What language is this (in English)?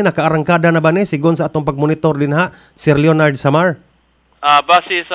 Cebuano